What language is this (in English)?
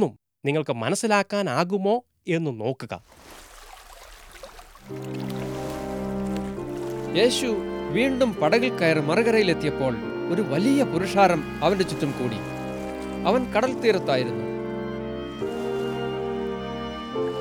Malayalam